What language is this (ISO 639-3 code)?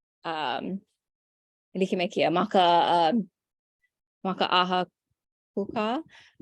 haw